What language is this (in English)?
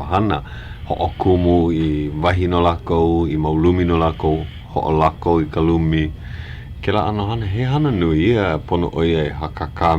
Hawaiian